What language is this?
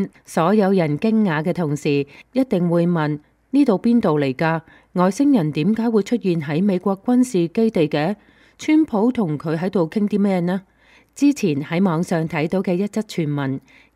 Cantonese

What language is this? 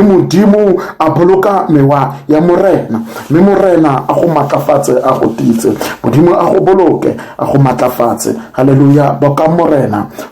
Tswana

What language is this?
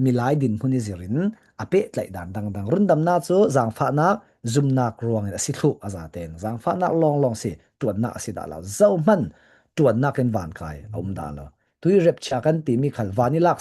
Falam Chin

